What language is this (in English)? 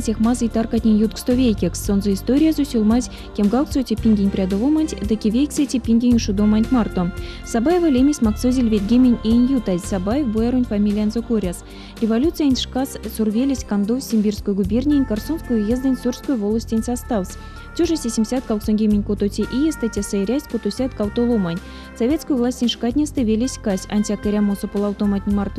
Erzya